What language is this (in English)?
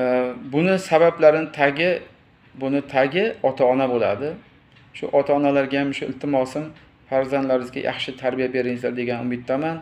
Uzbek